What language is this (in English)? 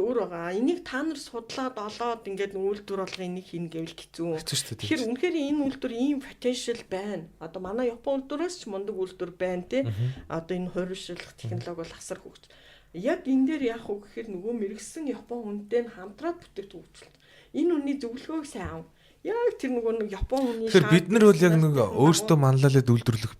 Mongolian